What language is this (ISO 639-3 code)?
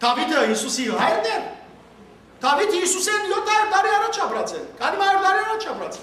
hyw